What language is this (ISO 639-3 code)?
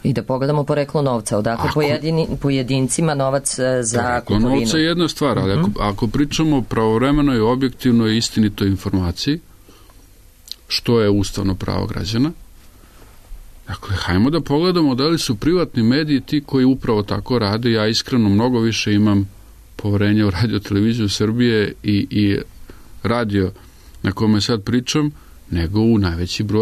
srp